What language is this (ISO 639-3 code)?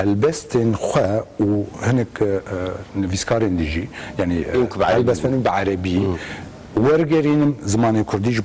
kur